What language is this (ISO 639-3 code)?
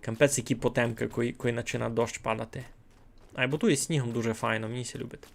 rue